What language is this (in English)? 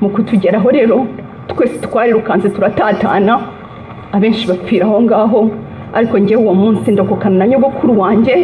Kinyarwanda